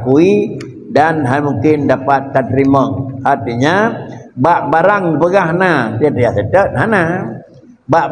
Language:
Achinese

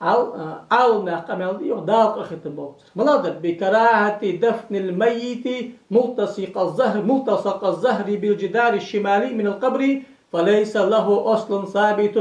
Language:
Ingush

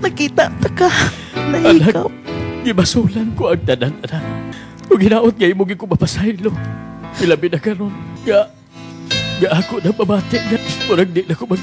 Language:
Cebuano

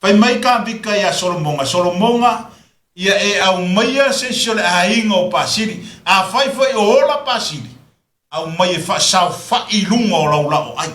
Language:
Samoan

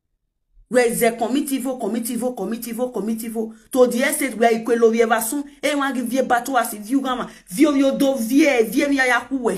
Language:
Nigerian Pidgin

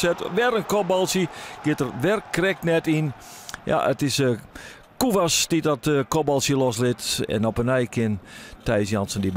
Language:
Western Frisian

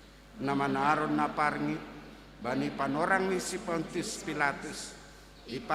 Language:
Batak Simalungun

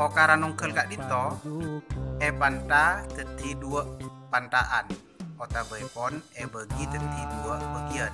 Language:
Madurese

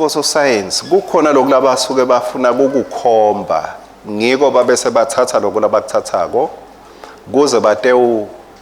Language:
Swati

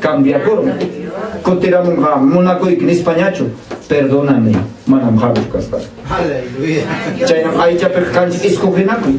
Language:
Ayacucho Quechua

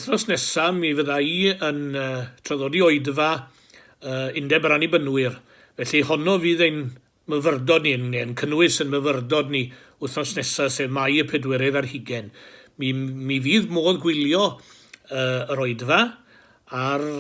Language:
Welsh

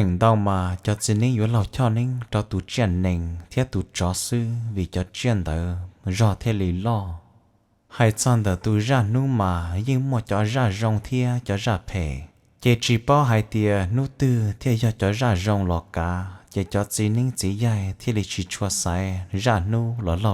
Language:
Hmong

